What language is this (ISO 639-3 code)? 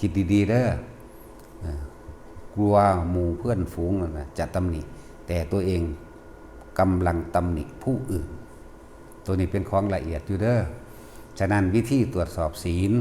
tts